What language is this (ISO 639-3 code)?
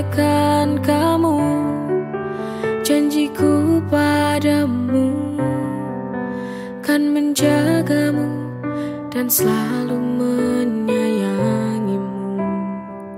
ind